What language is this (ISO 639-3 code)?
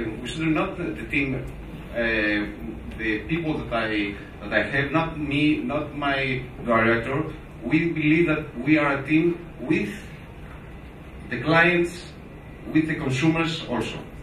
eng